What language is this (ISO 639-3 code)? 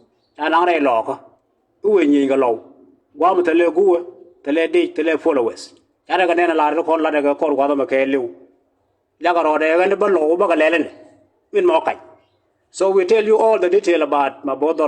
nus